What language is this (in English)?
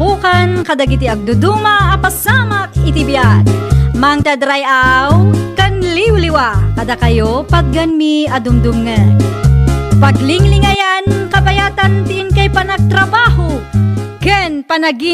Iloko